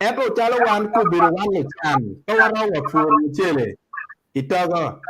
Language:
Acoli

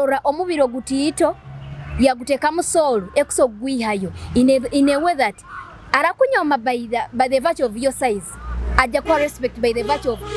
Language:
Nyoro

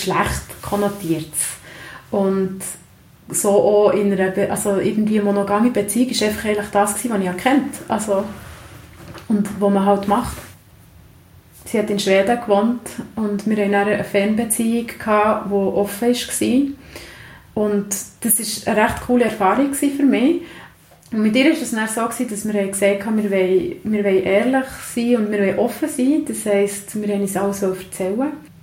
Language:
German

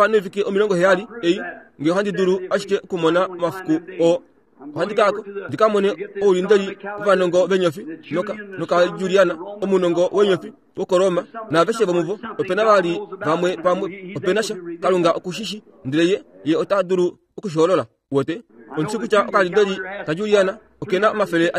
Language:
Kuanyama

